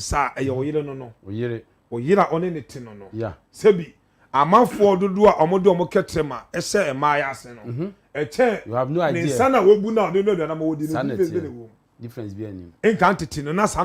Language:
Akan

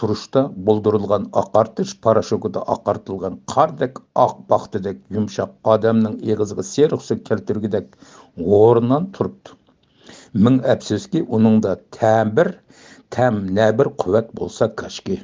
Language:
Uyghur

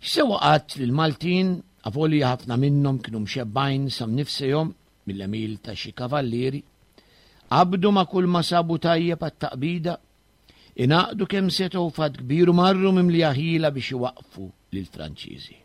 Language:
Maltese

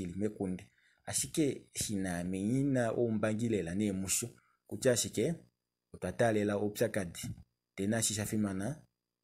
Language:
Kuanyama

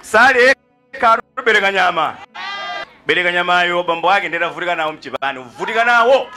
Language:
Nyanja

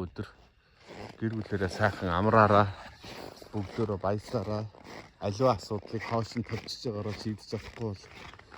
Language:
Mongolian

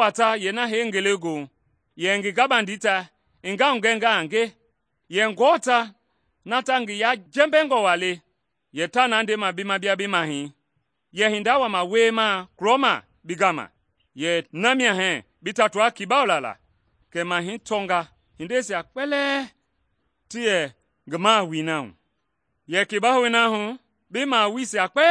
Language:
Mende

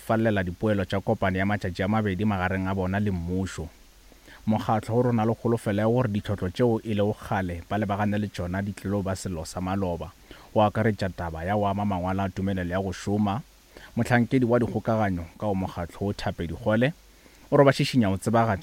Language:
Northern Sotho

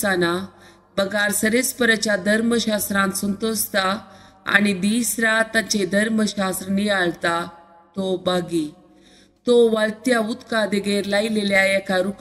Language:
Konkani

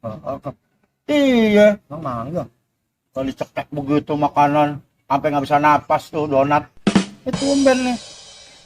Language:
Betawi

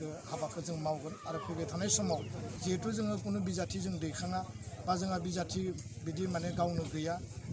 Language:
Bodo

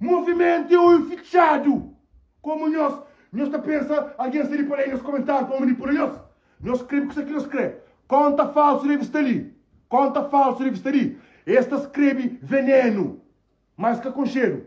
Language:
Kabuverdianu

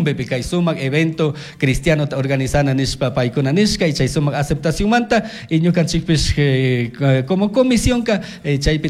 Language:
Chimborazo Highland Quichua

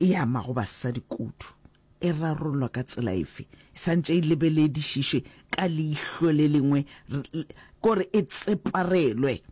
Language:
Northern Sotho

